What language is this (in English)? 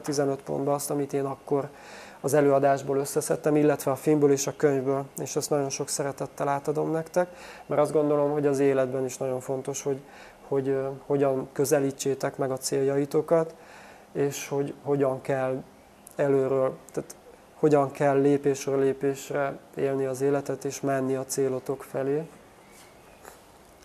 Hungarian